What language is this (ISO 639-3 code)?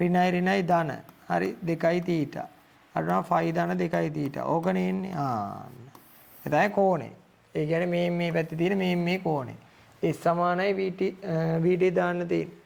sin